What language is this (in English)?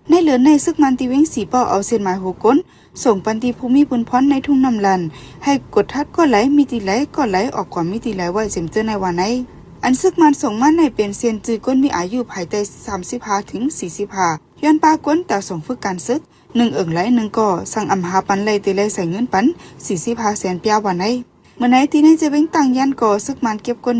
Shan